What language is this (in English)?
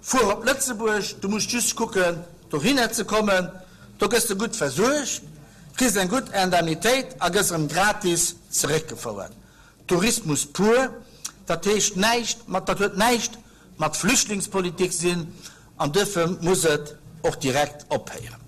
Luxembourgish